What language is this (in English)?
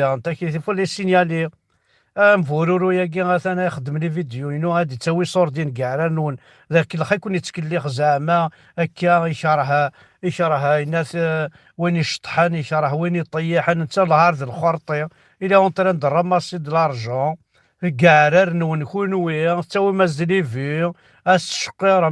Kabyle